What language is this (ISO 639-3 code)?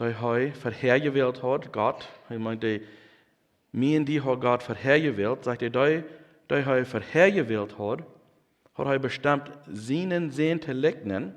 pdt